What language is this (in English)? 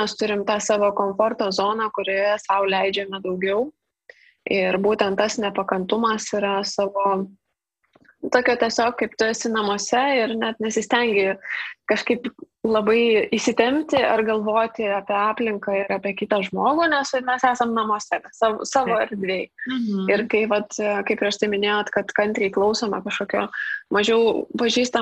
Lithuanian